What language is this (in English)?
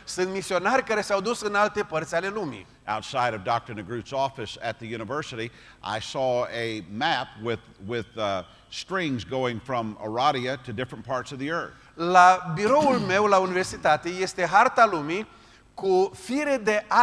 Romanian